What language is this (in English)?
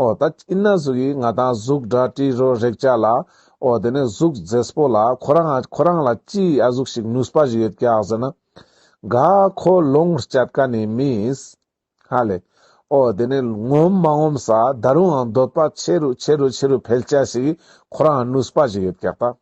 Ladakhi